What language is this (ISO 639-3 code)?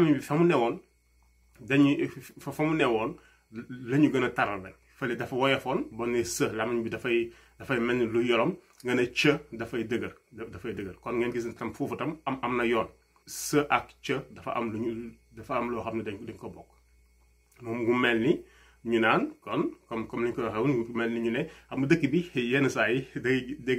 wol